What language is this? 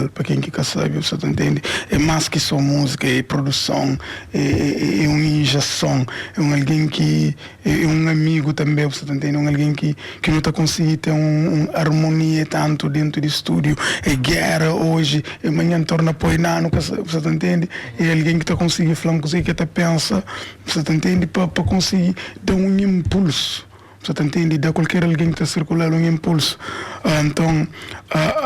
Kabuverdianu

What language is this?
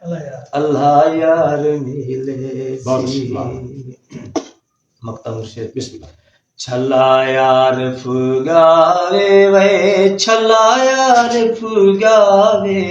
Saraiki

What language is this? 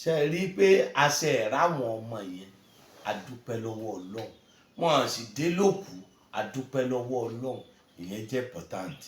Yoruba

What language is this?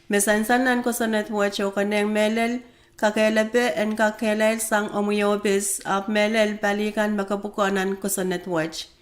Pohnpeian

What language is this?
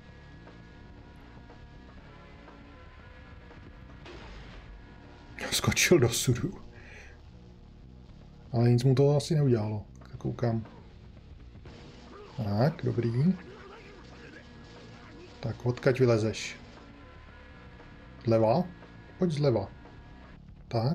Czech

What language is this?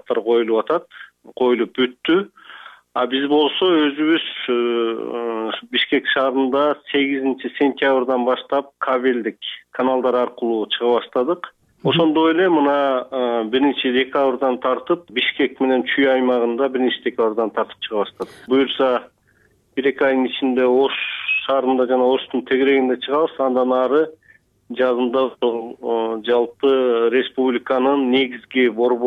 Kyrgyz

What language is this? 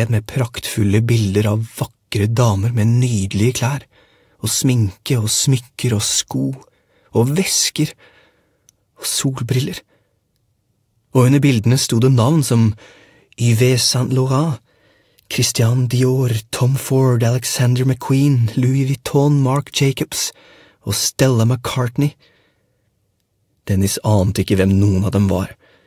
Norwegian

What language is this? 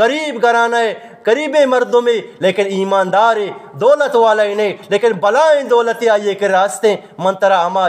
Eastern Balochi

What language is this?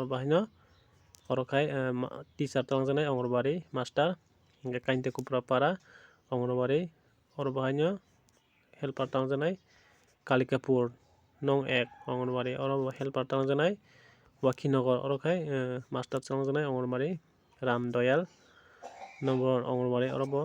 Kok Borok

